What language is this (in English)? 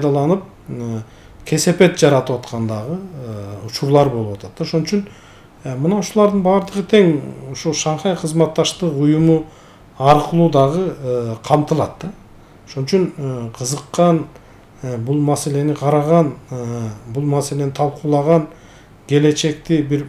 Kyrgyz